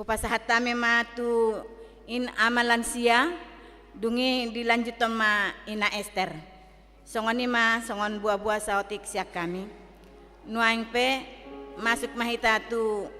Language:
Batak Toba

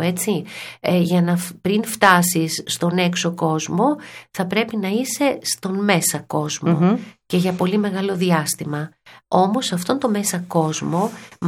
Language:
Greek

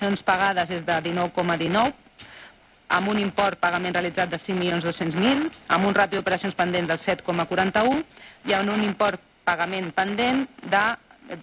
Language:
Catalan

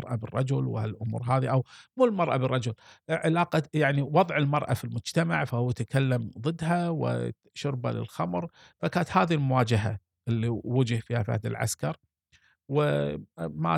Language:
Gulf Arabic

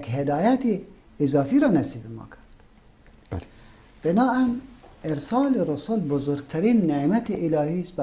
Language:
Persian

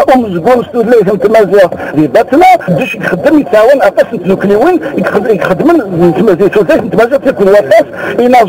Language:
Kabyle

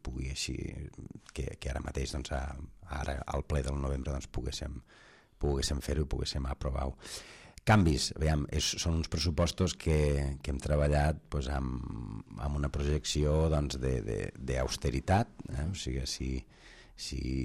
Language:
Catalan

